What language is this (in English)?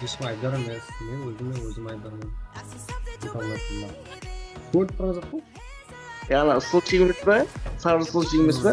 Kara-Kalpak